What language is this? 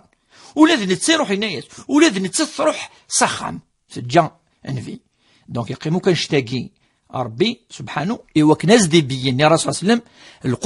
Kabyle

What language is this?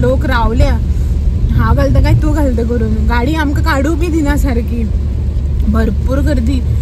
Konkani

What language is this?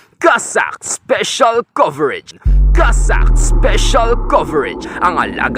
Hiligaynon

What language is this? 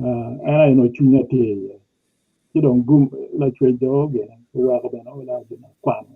Acoli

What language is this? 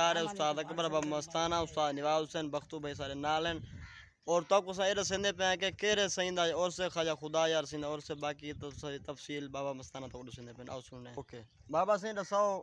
Saraiki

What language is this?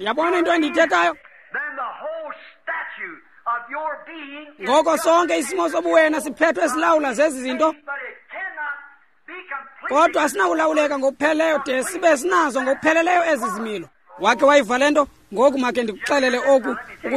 Xhosa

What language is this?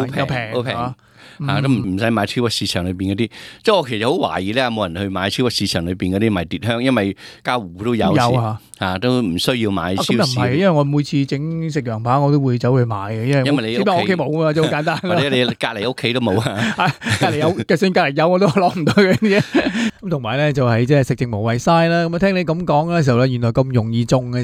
Cantonese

